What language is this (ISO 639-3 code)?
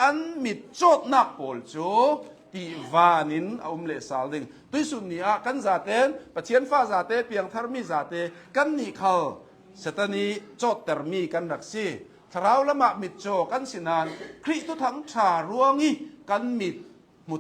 cnh